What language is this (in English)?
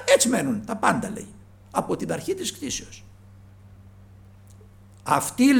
Greek